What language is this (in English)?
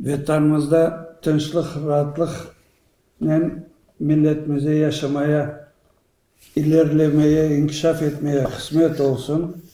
Crimean Tatar